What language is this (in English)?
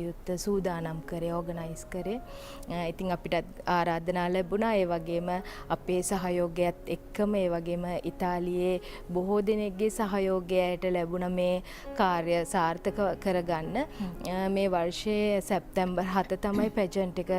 Sinhala